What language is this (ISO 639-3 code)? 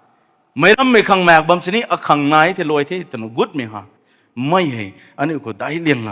nbu